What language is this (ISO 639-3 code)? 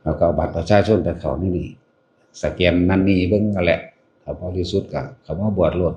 tts